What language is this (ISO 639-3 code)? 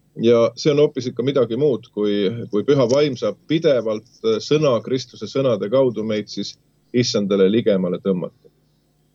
est